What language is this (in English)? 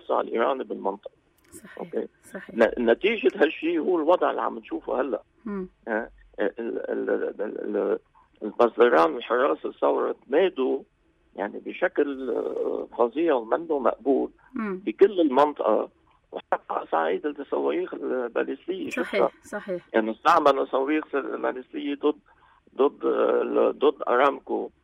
North Levantine Arabic